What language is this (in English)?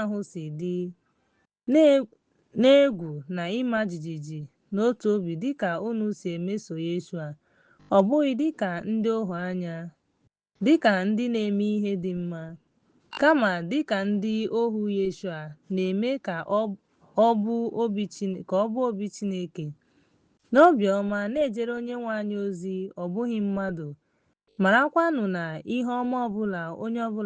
Igbo